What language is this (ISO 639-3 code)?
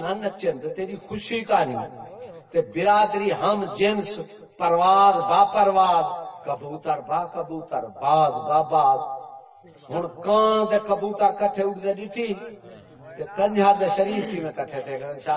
skr